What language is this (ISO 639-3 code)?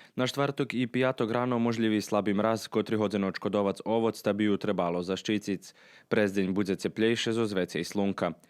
rue